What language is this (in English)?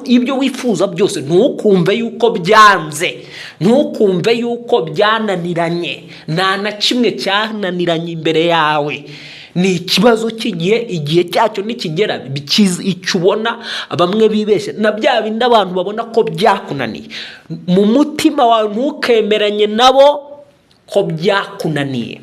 Kinyarwanda